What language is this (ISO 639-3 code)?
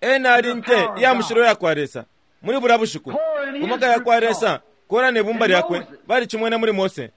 bem